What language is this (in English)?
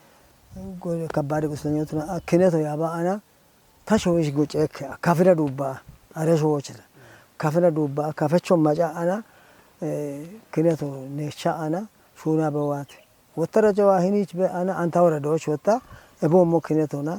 Kafa